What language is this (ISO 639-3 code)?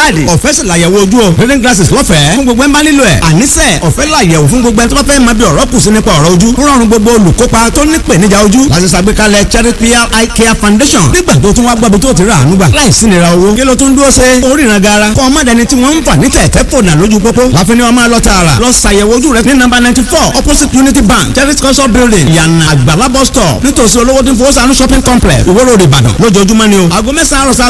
yor